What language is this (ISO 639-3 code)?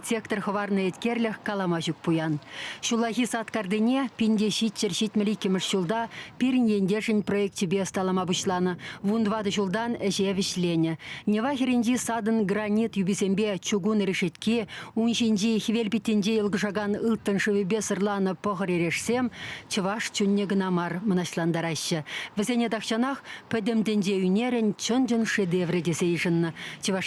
chv